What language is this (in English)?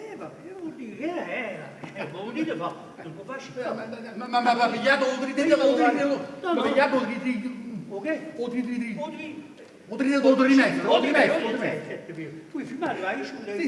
Neapolitan